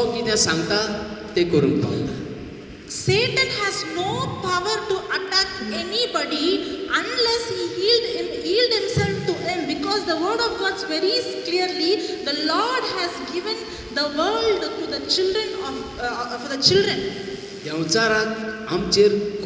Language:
Konkani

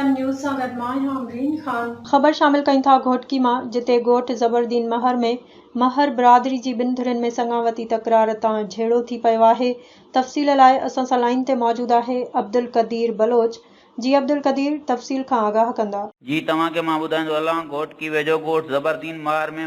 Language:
Sindhi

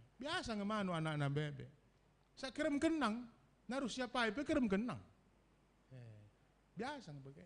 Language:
Batak Karo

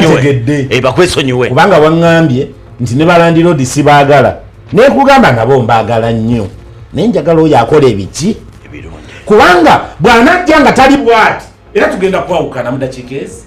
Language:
Ganda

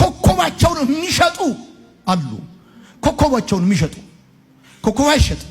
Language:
Amharic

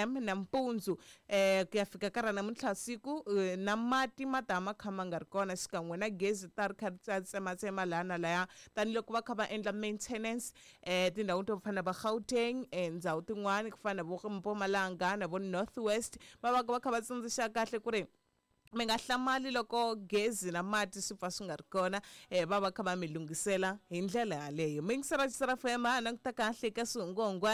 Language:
Tsonga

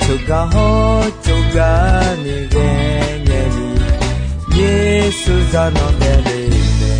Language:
Akha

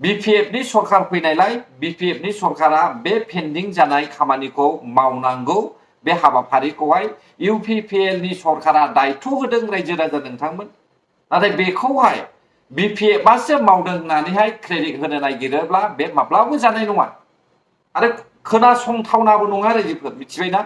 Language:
Bodo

